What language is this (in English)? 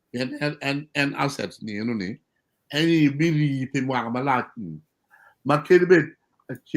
Acoli